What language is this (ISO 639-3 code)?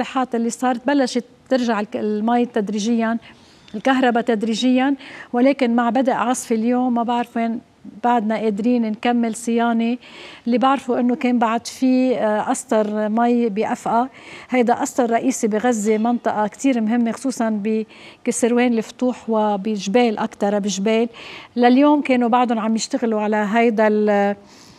apc